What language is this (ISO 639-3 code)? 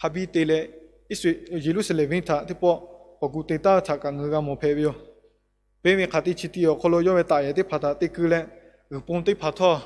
lhu